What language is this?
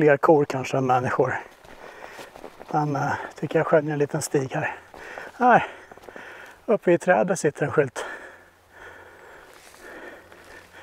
Swedish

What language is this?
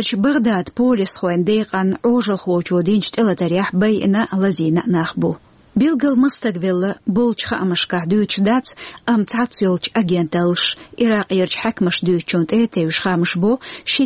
Chechen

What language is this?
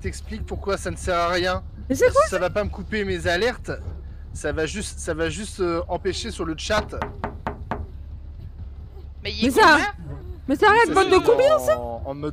French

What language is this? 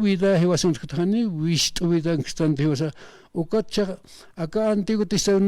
Aymara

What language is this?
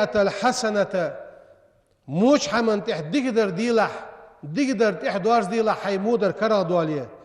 Ingush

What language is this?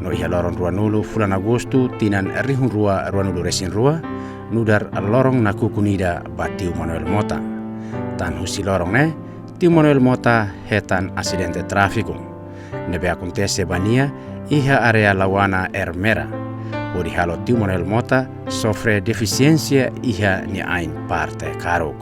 Tetum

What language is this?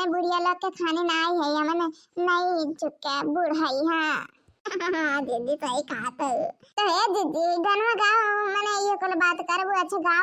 Awadhi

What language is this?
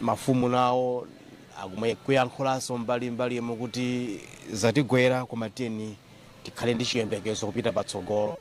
Nyanja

